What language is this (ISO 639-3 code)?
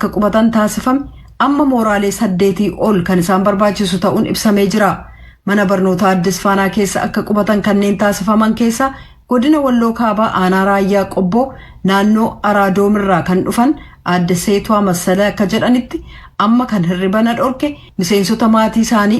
orm